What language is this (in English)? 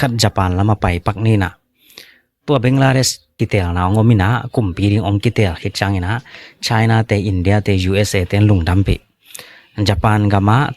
Tedim Chin